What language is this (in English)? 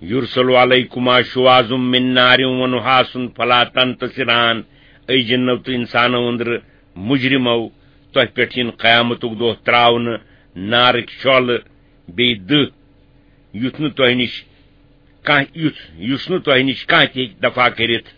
Kashmiri